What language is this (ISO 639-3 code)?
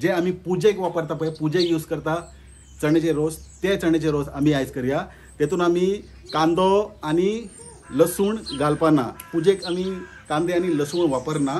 kok